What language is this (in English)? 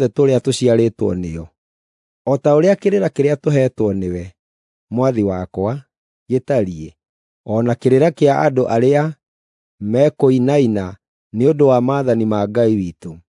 Kikuyu